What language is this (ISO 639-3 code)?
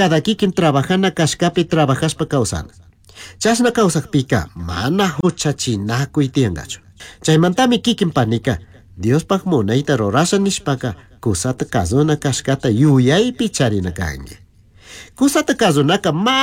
qug